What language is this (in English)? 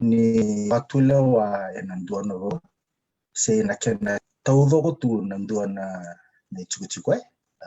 Fijian